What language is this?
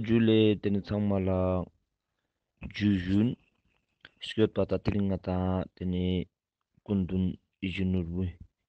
Ladakhi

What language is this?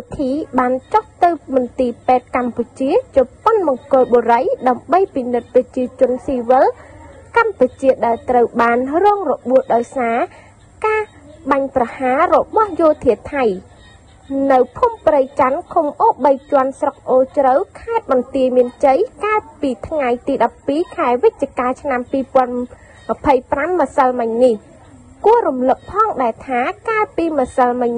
Khmer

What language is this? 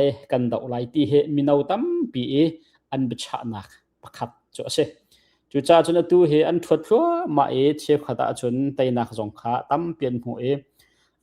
Hakha Chin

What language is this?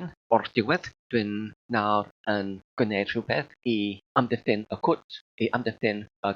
Welsh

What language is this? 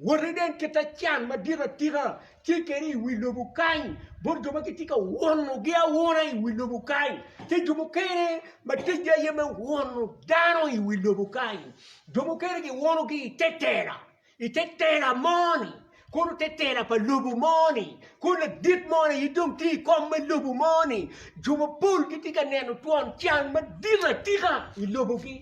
Acoli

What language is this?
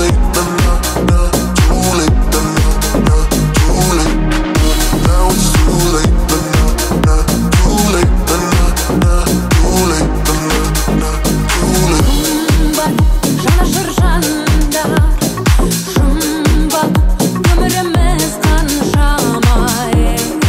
Kazakh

